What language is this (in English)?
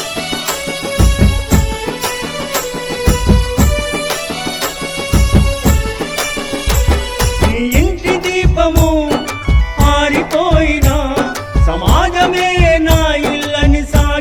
Telugu